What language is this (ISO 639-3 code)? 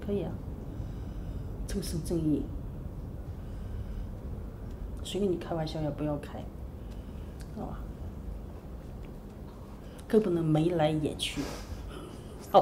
zho